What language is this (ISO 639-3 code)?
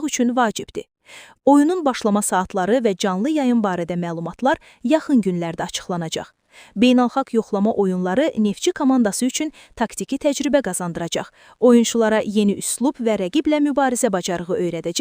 aze